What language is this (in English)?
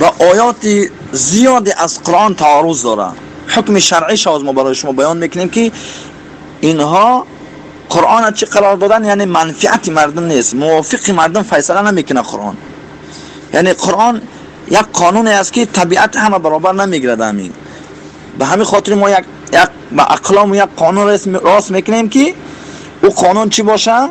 Tajik